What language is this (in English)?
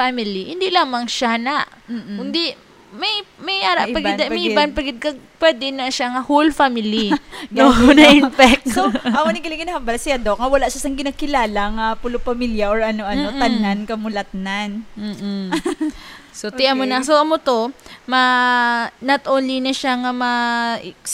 Hiligaynon